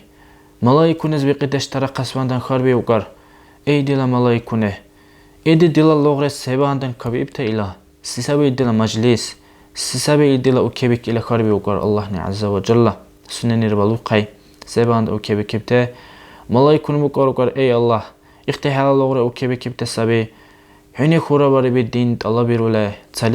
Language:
Dargwa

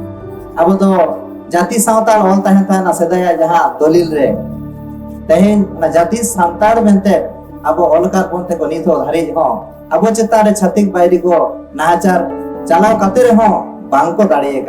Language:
Santali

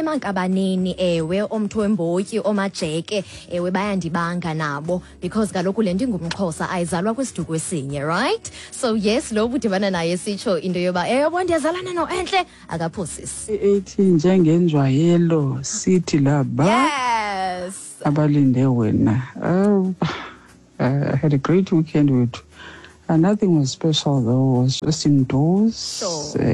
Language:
Xhosa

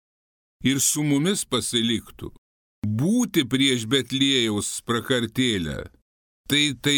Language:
Lithuanian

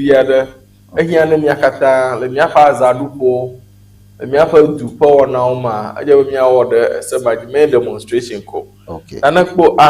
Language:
Ewe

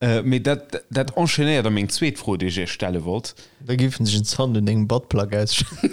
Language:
Luxembourgish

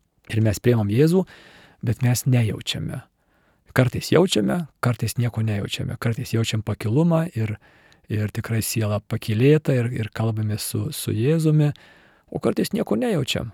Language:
Lithuanian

